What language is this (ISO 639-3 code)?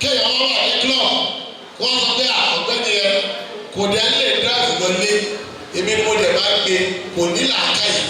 yor